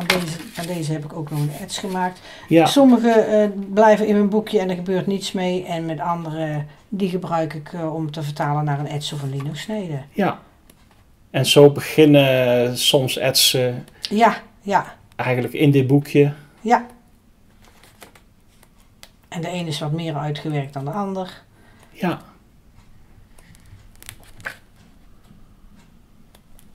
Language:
Dutch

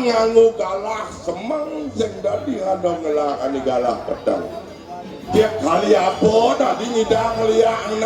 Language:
Balinese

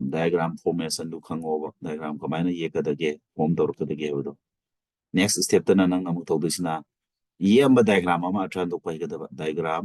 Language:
Manipuri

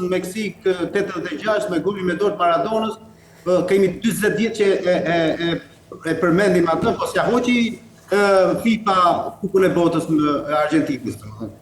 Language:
Albanian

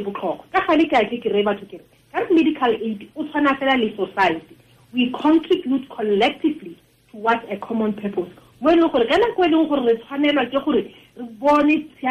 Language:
Tswana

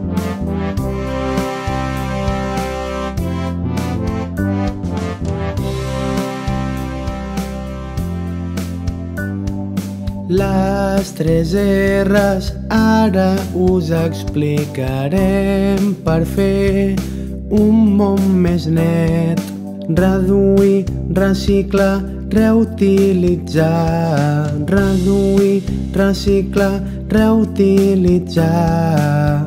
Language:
Catalan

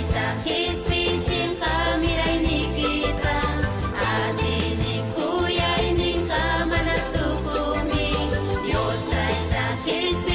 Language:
Ayacucho Quechua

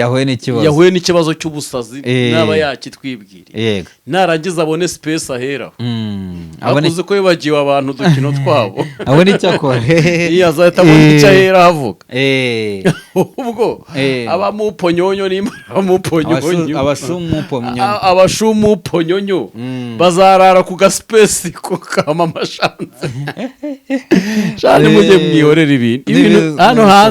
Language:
Kinyarwanda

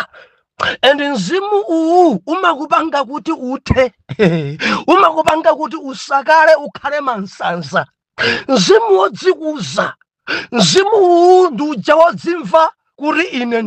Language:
Nyanja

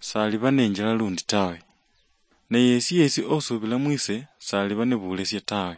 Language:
Luyia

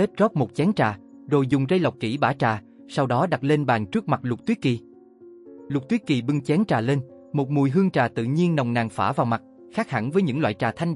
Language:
Vietnamese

